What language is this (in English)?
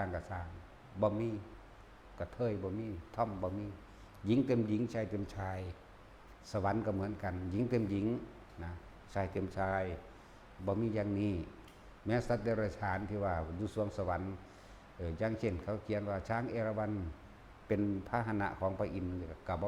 Northeastern Thai